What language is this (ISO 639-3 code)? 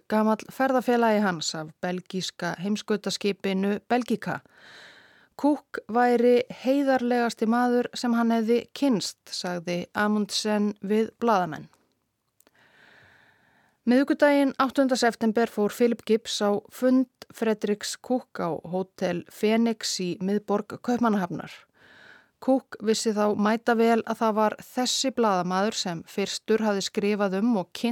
isl